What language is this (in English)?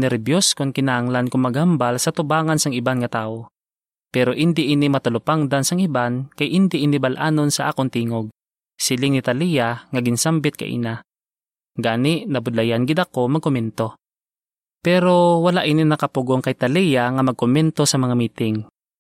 Hiligaynon